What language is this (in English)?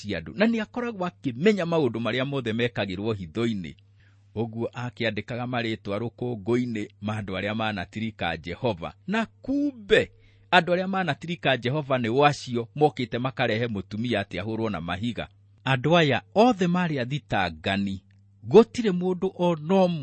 Kikuyu